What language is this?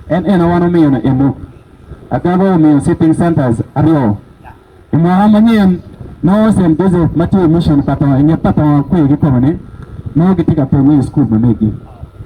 Acoli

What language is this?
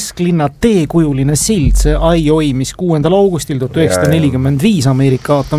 Estonian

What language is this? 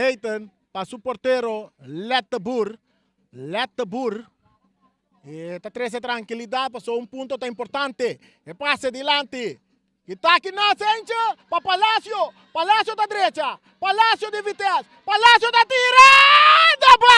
Papiamento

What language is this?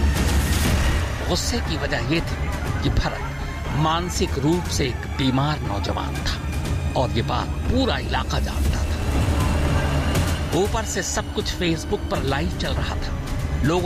Hindi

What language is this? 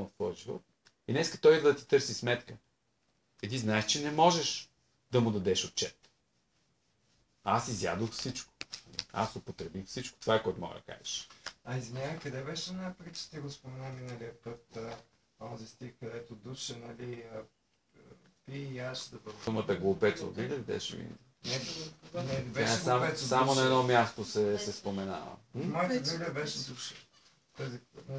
Bulgarian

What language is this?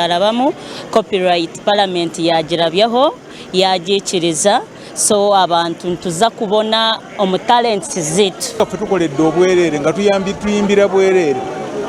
Nyankole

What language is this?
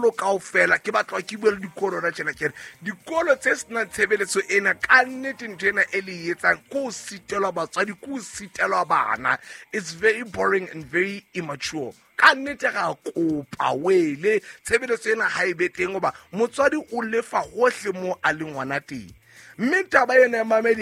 Southern Sotho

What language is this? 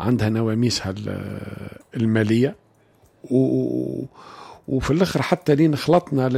Tunisian Arabic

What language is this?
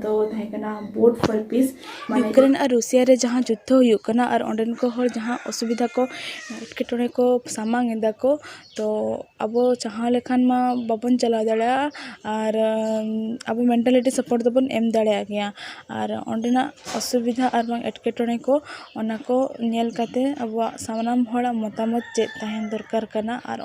Santali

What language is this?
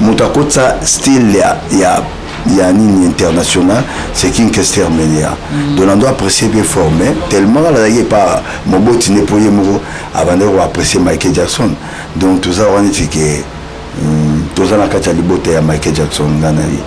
Lingala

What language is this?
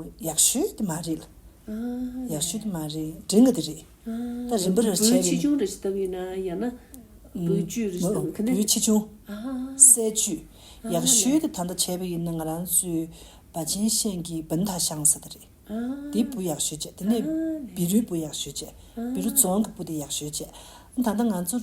Tibetan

